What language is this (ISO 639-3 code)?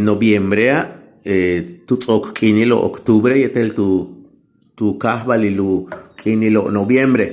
yua